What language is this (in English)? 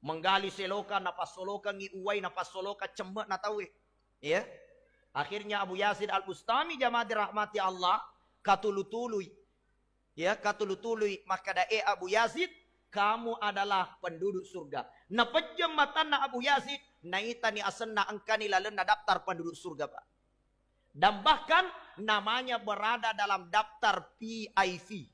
Buginese